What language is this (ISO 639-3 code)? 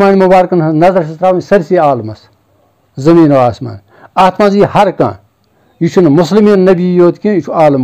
kas